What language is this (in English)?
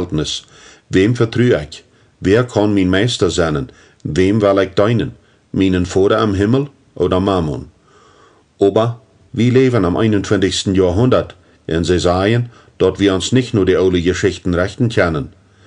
Plautdietsch